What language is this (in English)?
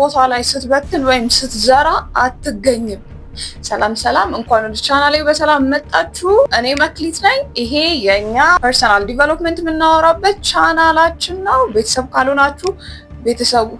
Amharic